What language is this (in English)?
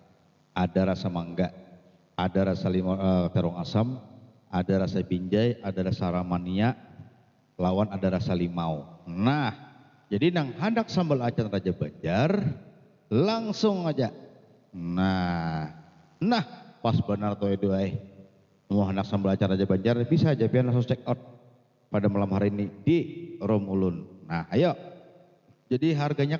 Banjar